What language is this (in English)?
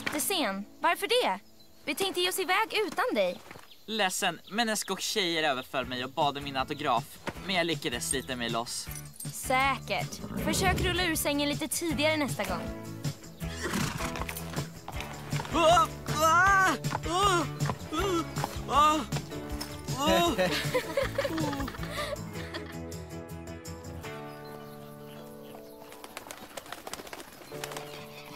Swedish